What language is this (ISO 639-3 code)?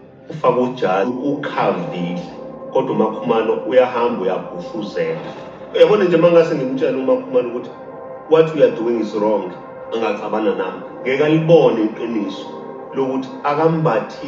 zul